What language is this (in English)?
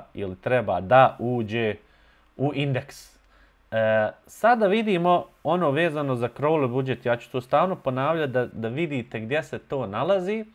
Bosnian